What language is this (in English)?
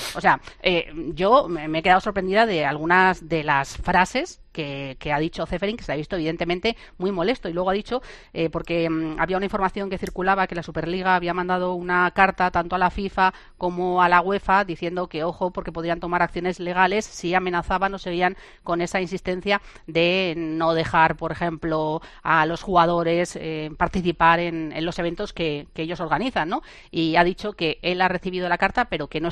Spanish